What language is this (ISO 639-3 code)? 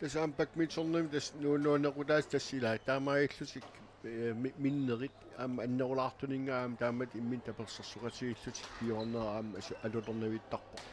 kal